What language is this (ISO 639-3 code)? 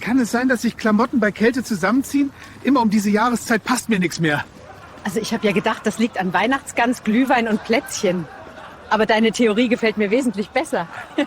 bar